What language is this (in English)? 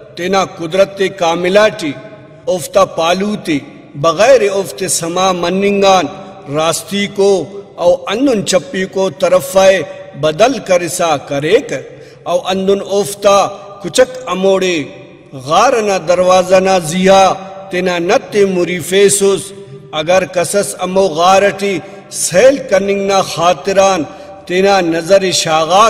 Brahui